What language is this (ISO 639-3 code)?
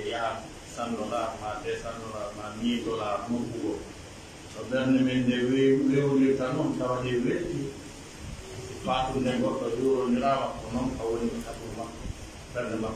fuf